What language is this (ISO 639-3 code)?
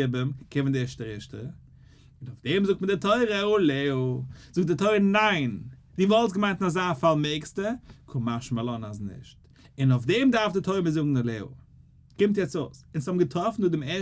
yid